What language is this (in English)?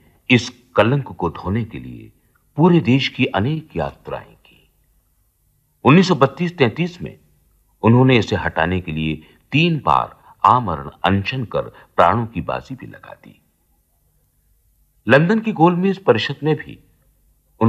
Hindi